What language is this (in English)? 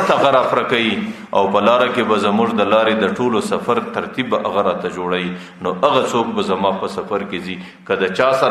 Pashto